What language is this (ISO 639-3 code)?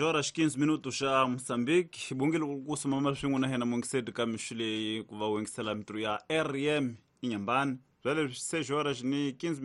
tso